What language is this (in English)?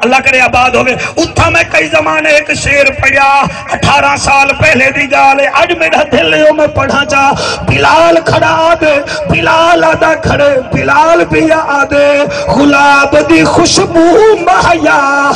Saraiki